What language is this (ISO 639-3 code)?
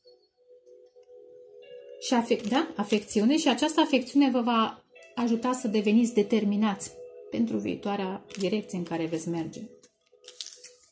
ron